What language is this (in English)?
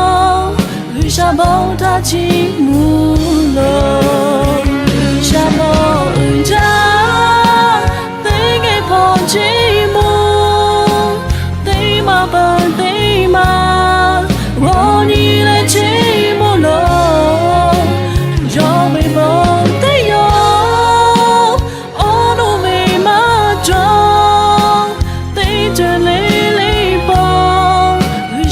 Lahu